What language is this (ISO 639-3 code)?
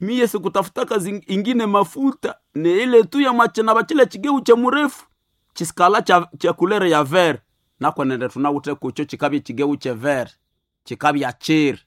nnb